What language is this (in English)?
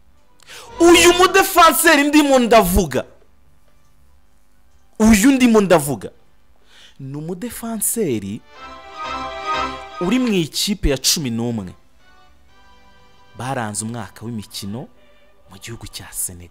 Kinyarwanda